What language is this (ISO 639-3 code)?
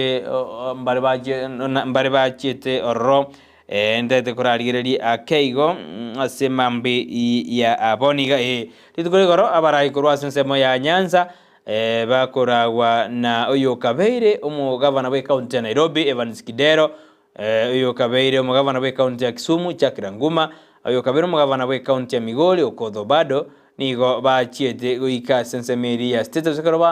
guz